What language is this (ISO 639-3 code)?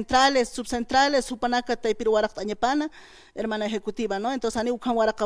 aym